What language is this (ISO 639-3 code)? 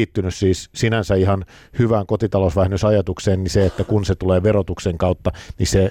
fin